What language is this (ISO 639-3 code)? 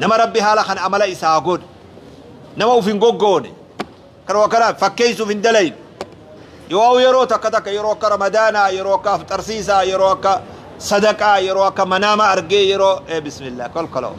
orm